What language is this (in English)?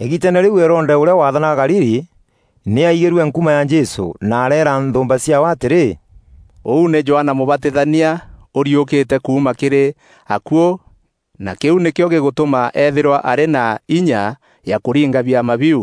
Meru